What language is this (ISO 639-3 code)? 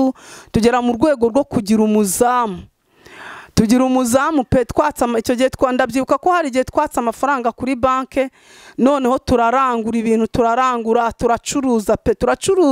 kin